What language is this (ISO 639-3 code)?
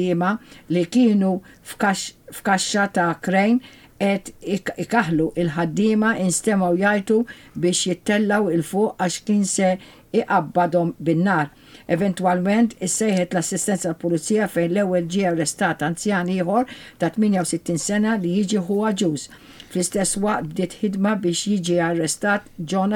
mlt